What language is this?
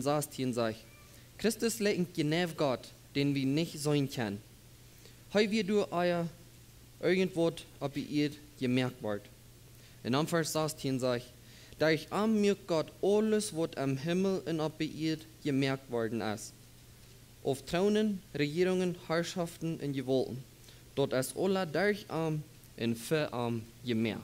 Plautdietsch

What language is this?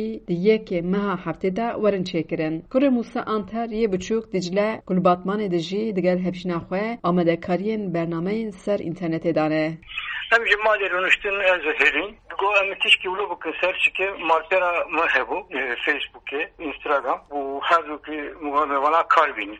Kurdish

